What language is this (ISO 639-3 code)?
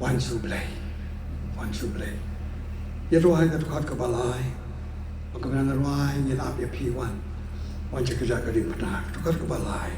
kha